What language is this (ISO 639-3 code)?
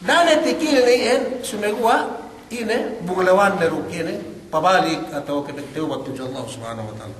yka